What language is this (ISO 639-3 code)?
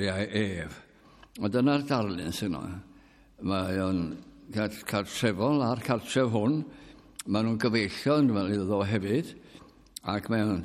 cym